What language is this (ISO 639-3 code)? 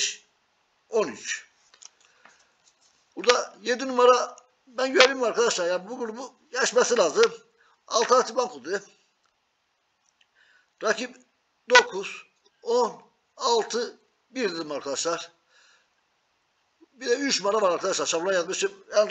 tur